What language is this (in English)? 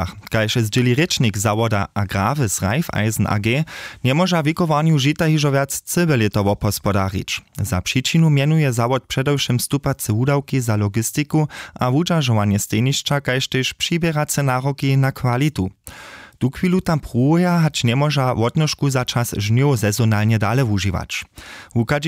Upper Sorbian